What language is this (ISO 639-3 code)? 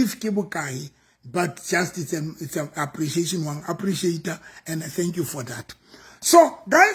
sot